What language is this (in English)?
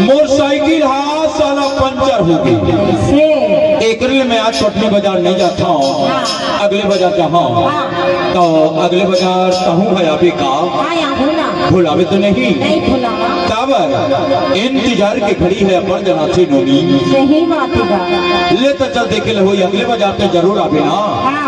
Chhattisgarhi